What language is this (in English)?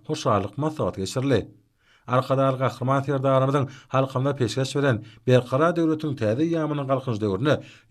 Turkmen